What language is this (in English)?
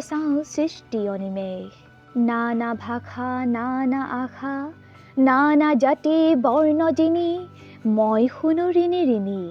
Assamese